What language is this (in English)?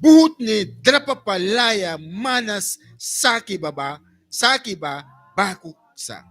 Mískito